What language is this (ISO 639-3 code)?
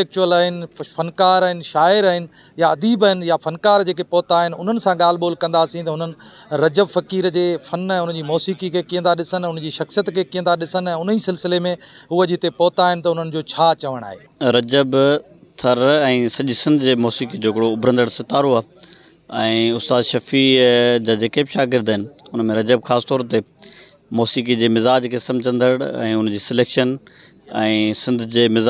snd